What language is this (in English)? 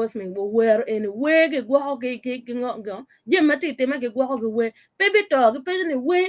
Acoli